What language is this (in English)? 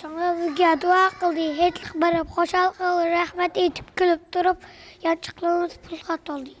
Uyghur